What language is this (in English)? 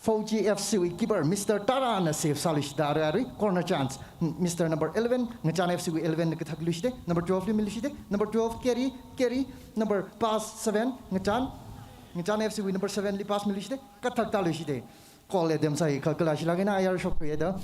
Tangkhul Naga (India)